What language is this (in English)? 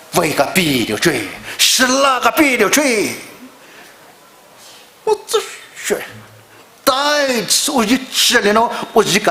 Poumei Naga